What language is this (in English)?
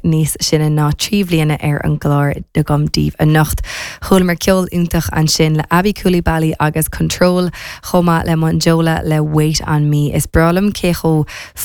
Irish